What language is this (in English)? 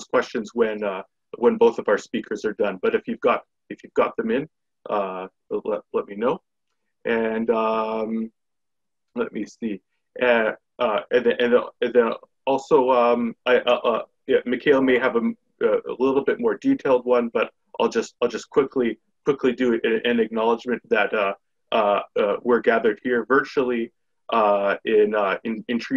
English